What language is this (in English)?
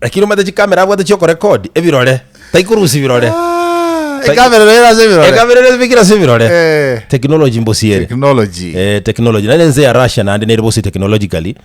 Gusii